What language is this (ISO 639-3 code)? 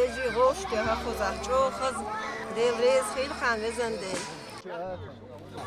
che